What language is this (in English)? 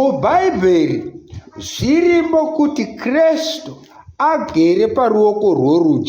Shona